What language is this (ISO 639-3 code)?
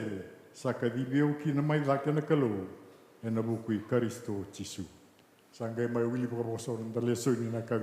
fij